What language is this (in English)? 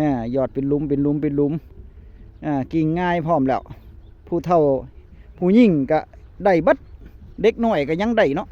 Northeastern Thai